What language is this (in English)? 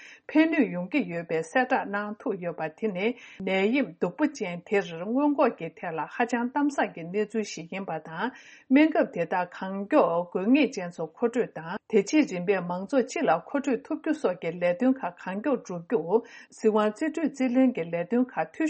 Tibetan